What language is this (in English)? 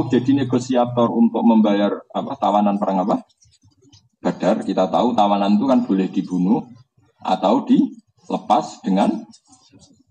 Indonesian